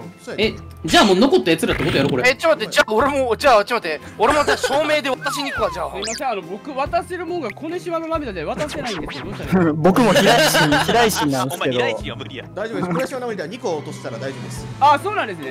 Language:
Japanese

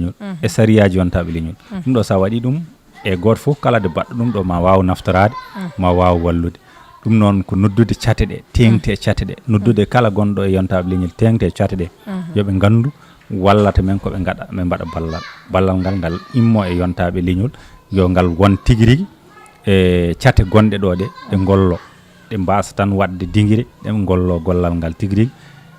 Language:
Fula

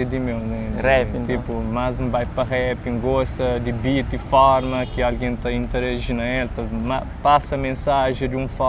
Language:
Kabuverdianu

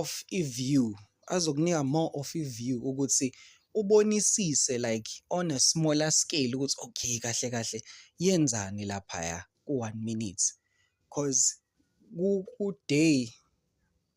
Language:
Zulu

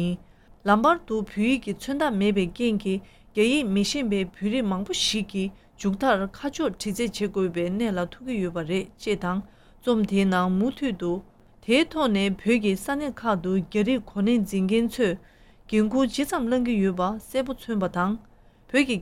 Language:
Tibetan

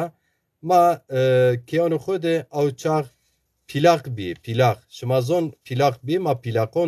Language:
Zaza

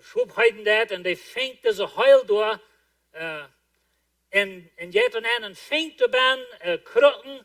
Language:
Plautdietsch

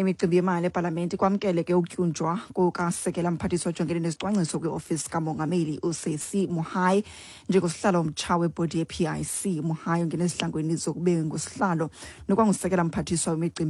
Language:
Xhosa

